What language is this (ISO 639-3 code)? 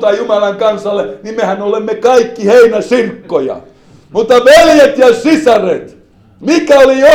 fin